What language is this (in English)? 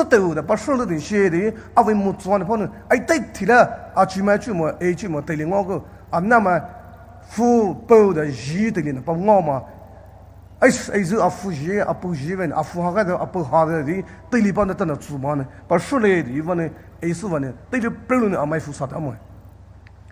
Poumei Naga